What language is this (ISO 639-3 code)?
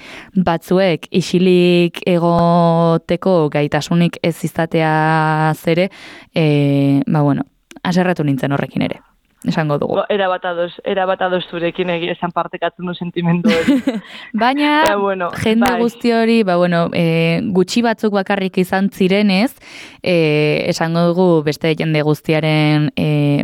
eus